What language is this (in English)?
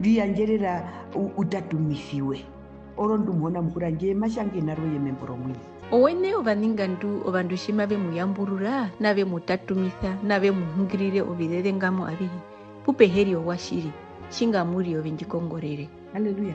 Herero